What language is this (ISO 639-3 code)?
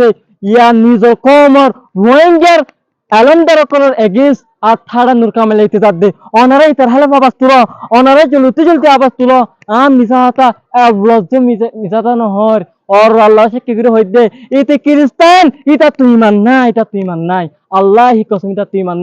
rhg